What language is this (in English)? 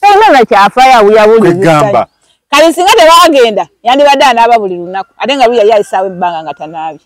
Ganda